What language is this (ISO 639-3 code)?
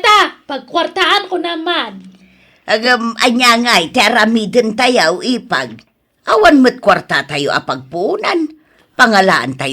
ilo